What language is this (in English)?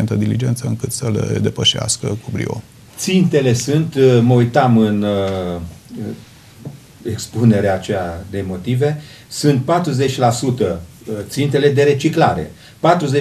Romanian